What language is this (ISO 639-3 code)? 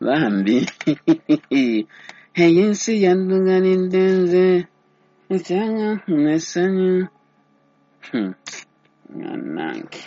lug